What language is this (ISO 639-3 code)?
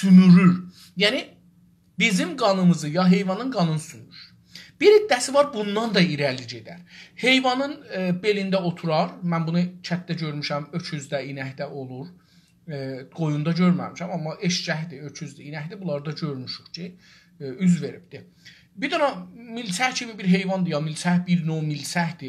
azb